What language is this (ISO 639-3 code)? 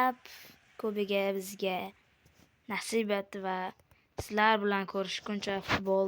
uzb